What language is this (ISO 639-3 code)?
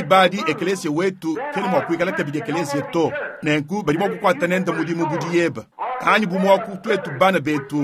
lua